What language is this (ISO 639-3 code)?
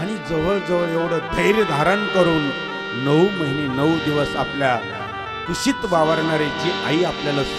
mar